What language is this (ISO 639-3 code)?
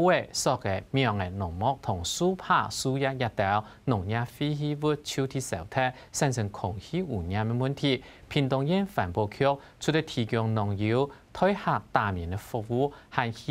hak